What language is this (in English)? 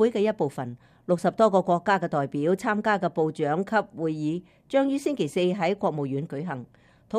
Cantonese